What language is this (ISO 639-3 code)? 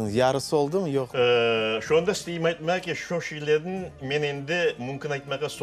crh